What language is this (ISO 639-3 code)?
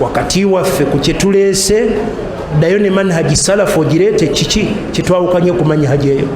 lug